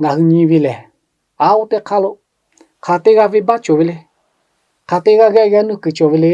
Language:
Lahu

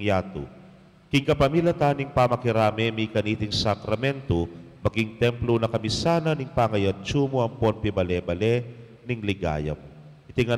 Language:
Pampanga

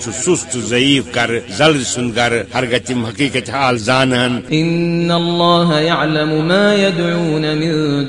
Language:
Kashmiri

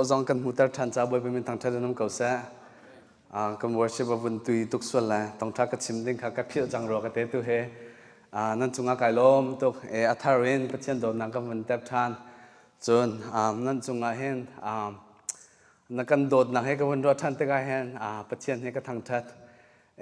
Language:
Hakha Chin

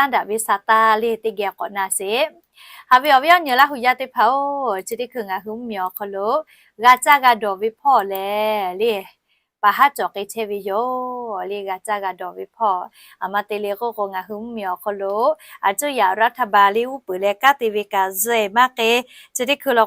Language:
Lahu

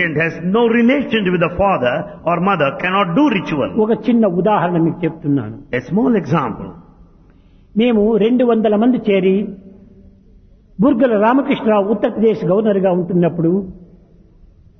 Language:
Telugu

